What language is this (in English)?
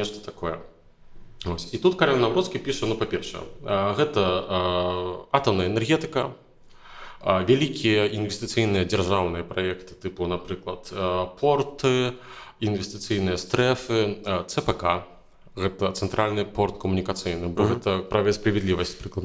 Belarusian